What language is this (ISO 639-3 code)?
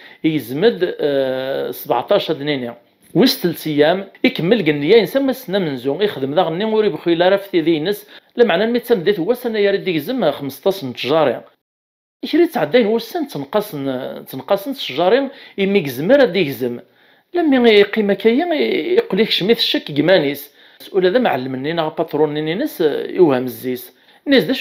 kab